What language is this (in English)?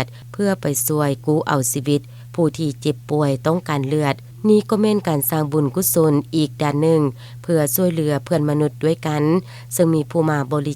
Lao